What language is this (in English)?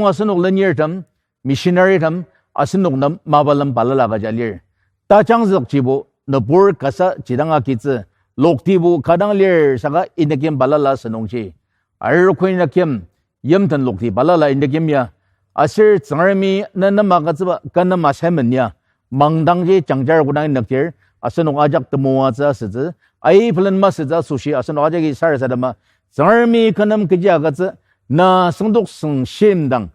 Ao Naga